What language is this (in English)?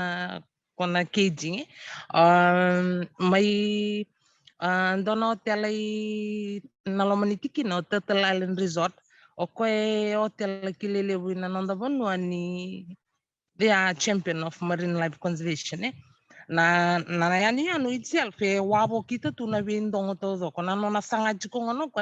Fijian